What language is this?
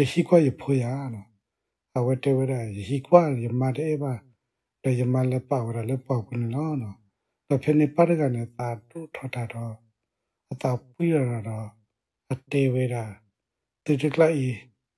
S'gaw Karen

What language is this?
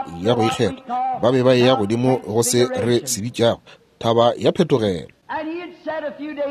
Northern Sotho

